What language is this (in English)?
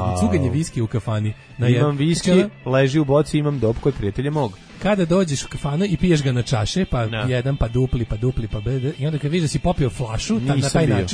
Serbian